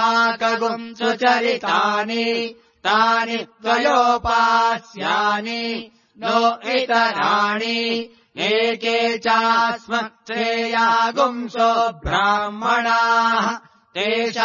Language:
Sanskrit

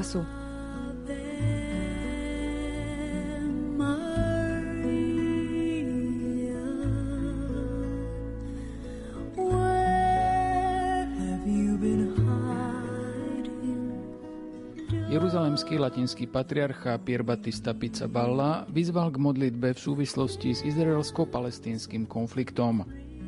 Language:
Slovak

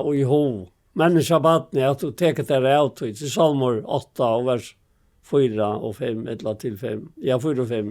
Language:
Faroese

